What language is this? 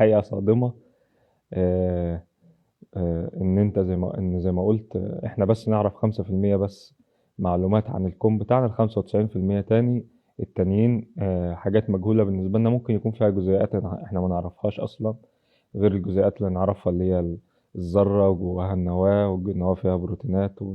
Egyptian Arabic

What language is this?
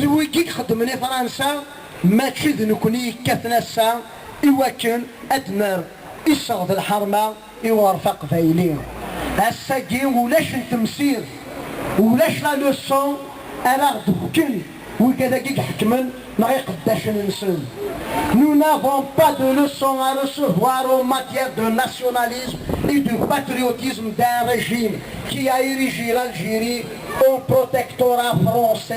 Kabyle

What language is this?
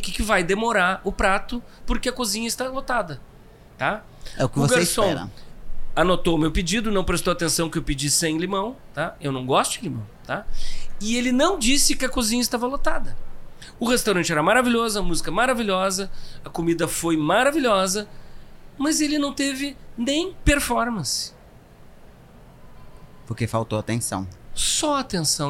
Portuguese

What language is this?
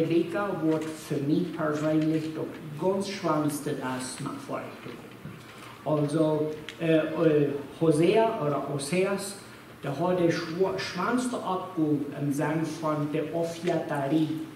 Plautdietsch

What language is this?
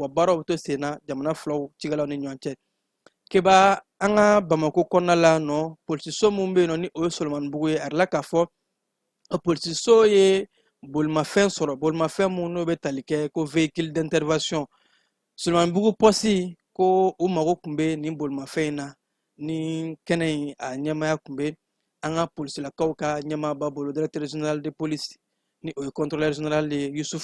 Bambara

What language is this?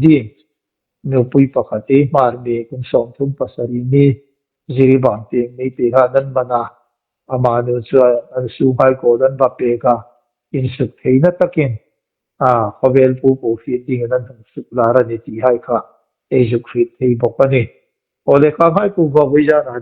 Hmar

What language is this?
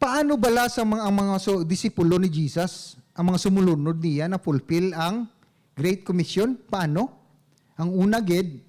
Hiligaynon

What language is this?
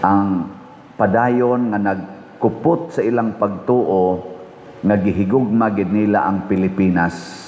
Cebuano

